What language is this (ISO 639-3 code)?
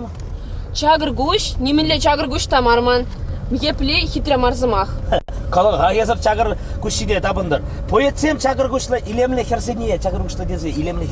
chv